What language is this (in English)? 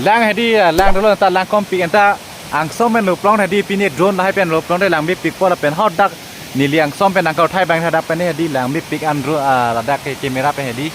Karbi